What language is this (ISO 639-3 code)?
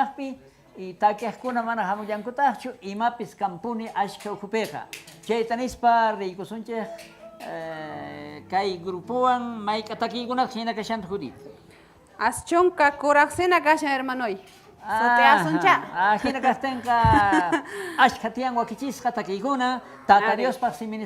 quh